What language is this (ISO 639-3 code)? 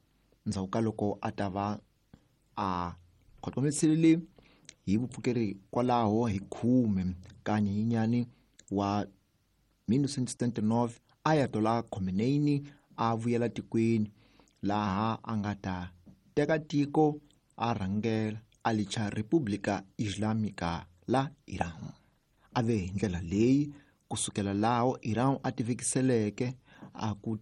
tso